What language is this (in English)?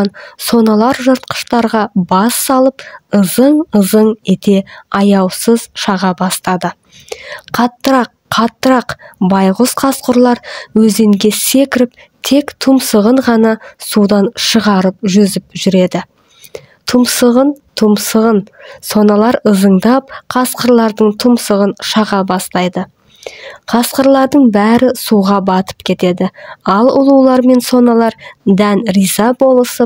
Kazakh